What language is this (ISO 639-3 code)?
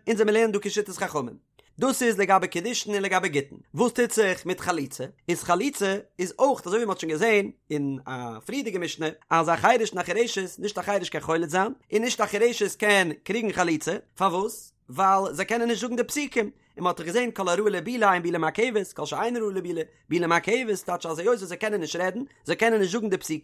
yid